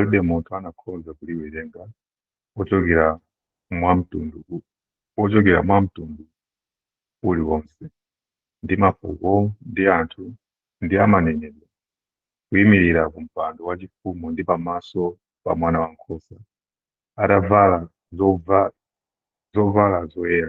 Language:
Nyanja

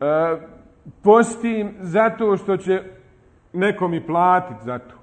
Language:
Bosnian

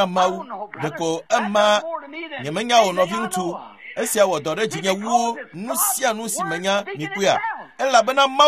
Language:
Ewe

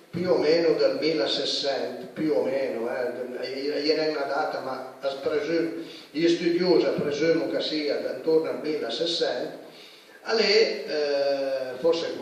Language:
Piedmontese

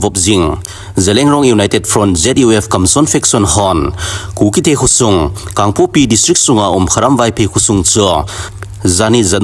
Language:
Thado Chin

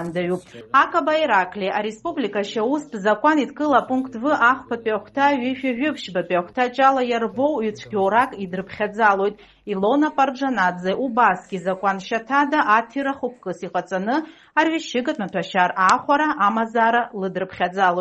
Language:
Abkhazian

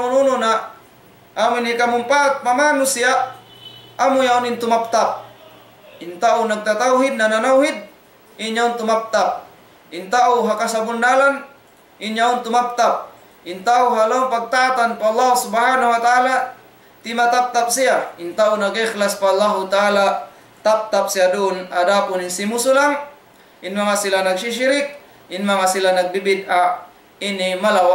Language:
Tausug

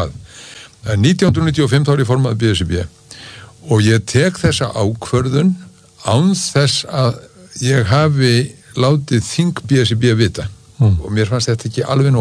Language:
Icelandic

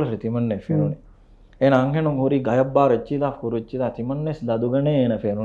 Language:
Divehi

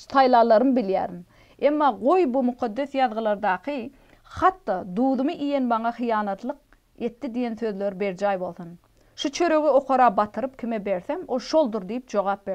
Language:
Turkmen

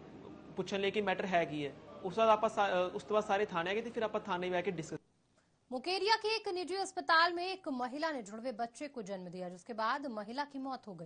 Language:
Punjabi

